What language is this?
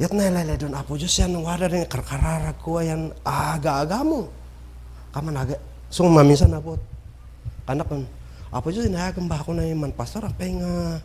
Kankanaey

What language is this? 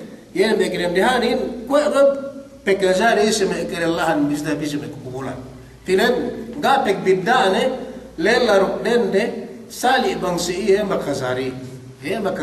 Yakan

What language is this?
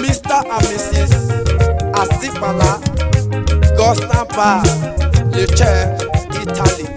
Esan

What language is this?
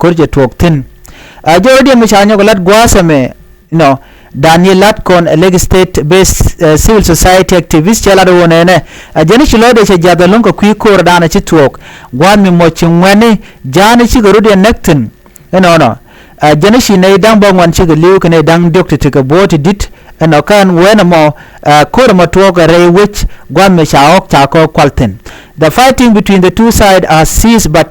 Nuer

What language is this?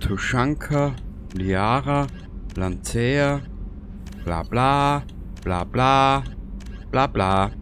Bavarian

